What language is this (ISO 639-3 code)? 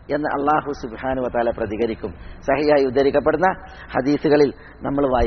mal